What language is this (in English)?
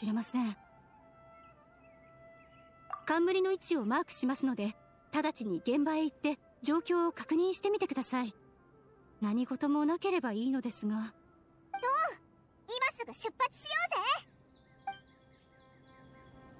Japanese